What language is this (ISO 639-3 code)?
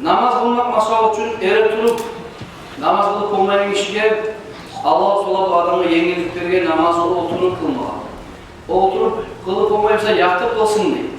kum